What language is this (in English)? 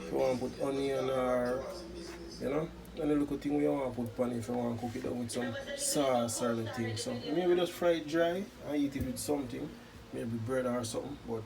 Jamaican Creole English